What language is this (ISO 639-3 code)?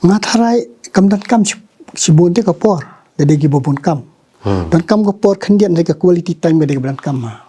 kha